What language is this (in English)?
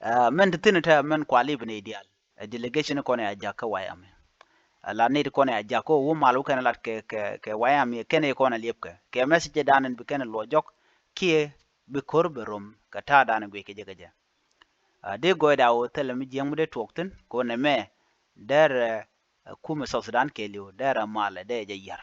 Nuer